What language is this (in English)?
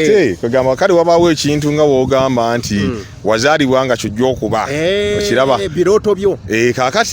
Ganda